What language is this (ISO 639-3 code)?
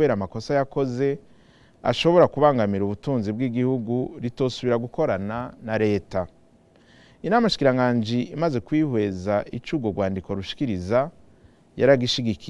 run